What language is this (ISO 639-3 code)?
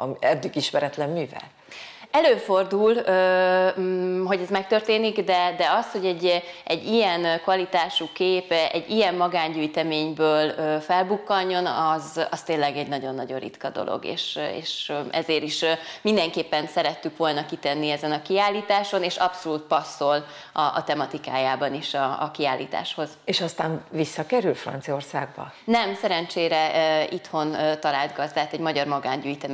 hun